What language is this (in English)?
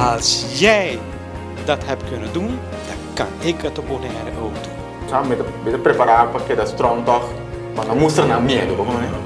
Papiamento